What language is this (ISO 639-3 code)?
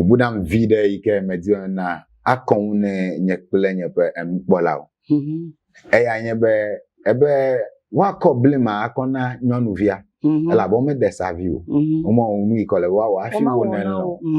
ewe